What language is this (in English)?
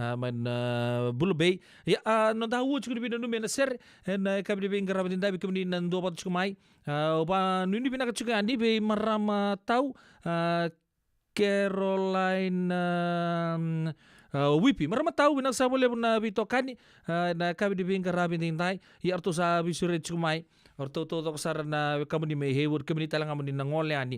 Fijian